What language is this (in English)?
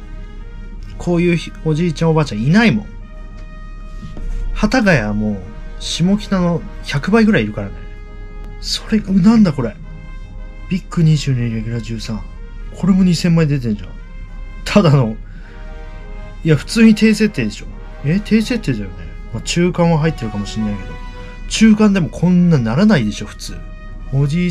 Japanese